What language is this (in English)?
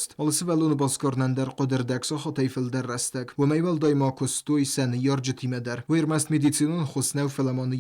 Ossetic